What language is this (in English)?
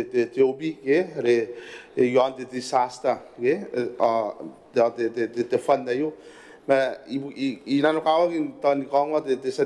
Gilbertese